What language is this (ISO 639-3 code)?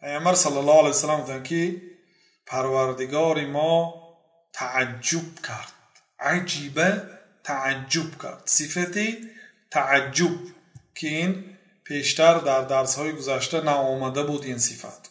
fas